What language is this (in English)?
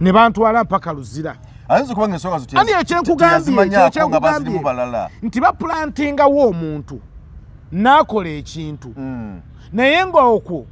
Ganda